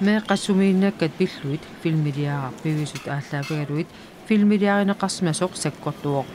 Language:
Kalaallisut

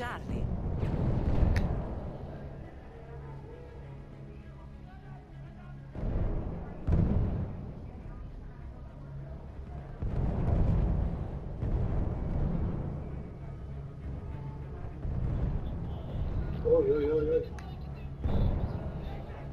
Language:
Portuguese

